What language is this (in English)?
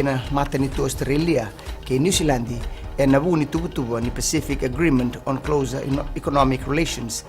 Fijian